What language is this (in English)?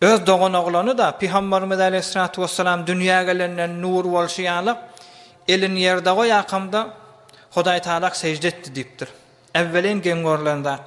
Turkmen